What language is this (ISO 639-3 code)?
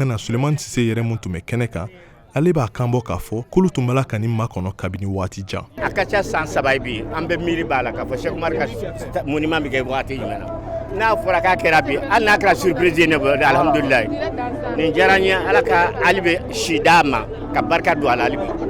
bam